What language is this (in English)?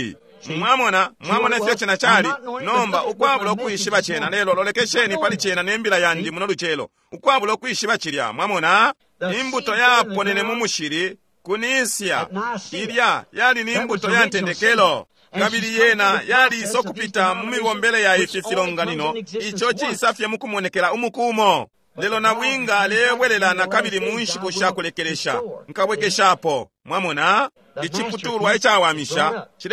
Bemba